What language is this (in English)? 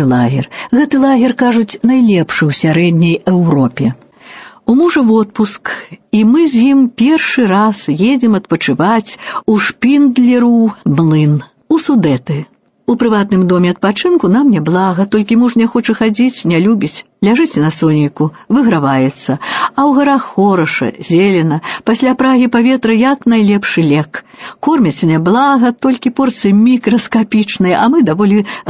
Belarusian